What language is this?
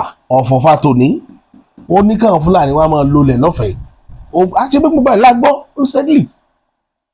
Yoruba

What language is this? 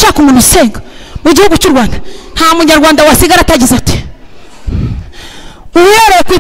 Kinyarwanda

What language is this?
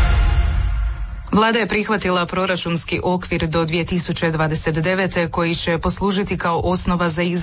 Croatian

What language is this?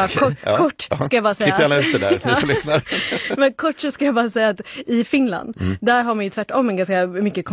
Swedish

